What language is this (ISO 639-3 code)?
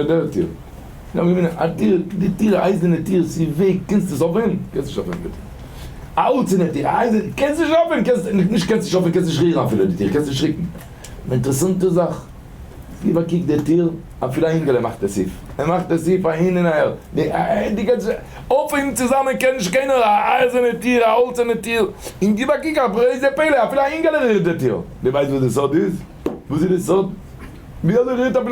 yid